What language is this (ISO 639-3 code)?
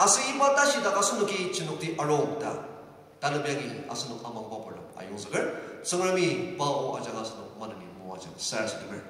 njo